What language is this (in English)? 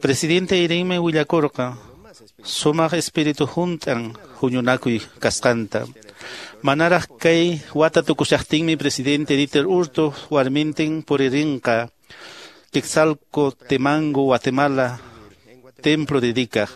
Quechua